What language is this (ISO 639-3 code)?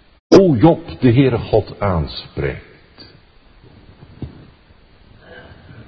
nld